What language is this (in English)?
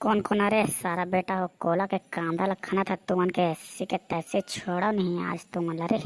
Chhattisgarhi